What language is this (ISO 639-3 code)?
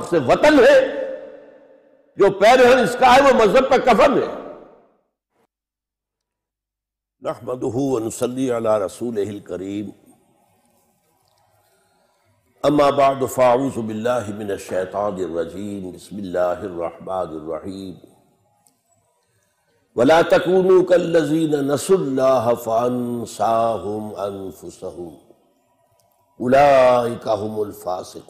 urd